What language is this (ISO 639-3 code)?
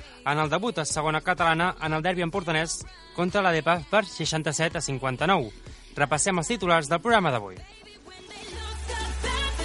cat